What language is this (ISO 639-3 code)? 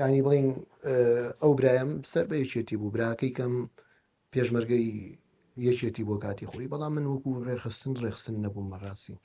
ckb